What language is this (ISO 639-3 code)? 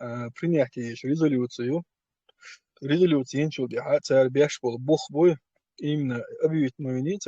che